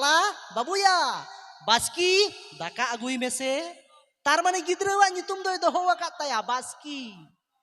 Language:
Santali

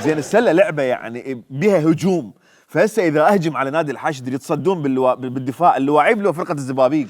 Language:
Mesopotamian Arabic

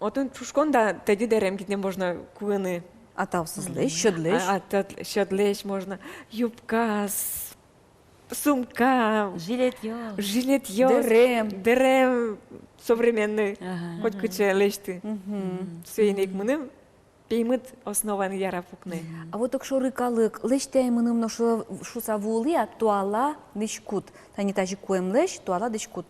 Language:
Udmurt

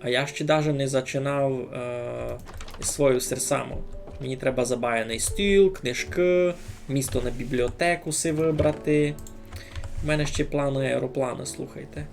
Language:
Rusyn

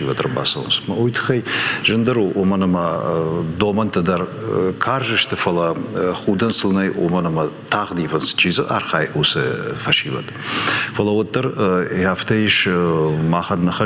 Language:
Ossetic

